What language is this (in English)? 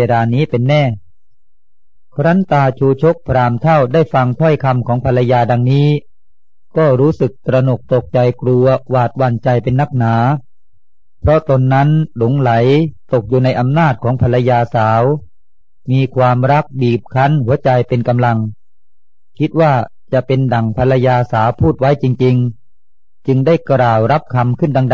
Thai